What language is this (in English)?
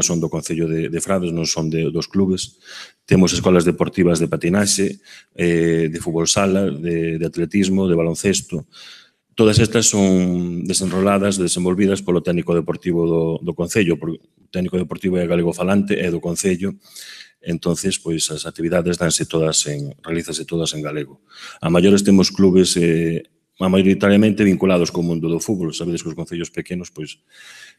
Galician